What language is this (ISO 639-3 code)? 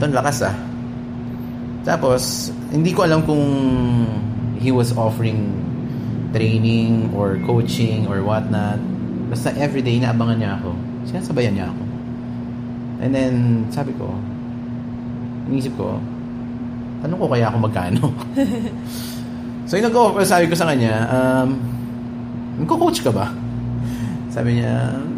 fil